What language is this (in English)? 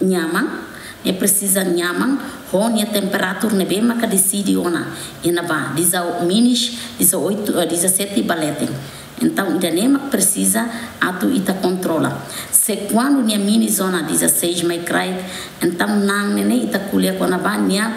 Tetum